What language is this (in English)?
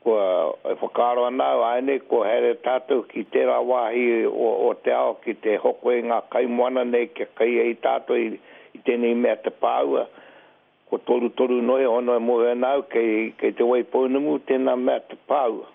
Māori